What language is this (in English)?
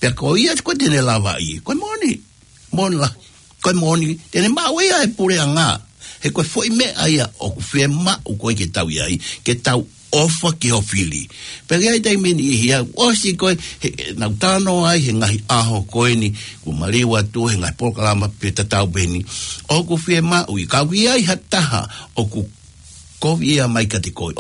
Tongan